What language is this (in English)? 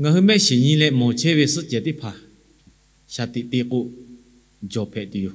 Lahu